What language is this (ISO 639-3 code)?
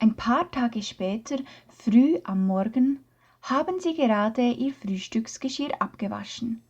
gsw